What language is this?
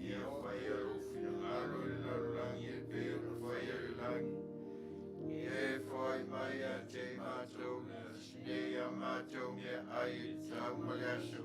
Samoan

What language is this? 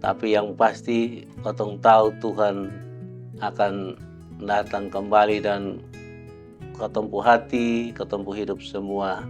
Kupang Malay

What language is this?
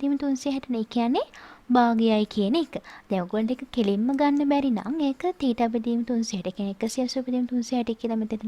Sinhala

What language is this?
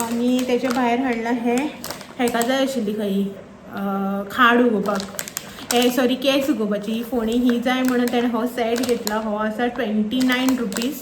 Konkani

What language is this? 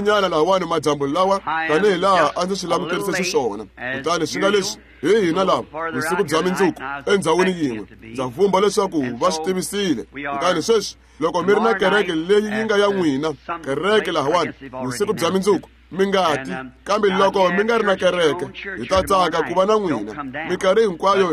Tsonga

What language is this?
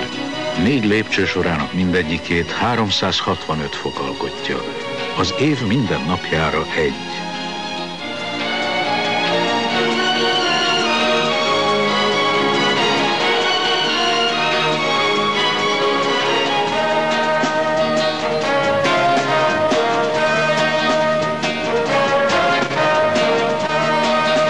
Hungarian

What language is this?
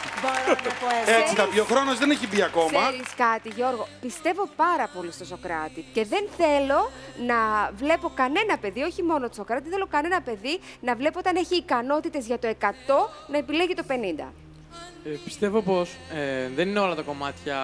Greek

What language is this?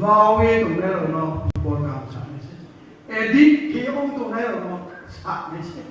Riang (India)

